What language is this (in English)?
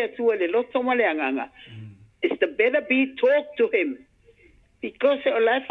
Samoan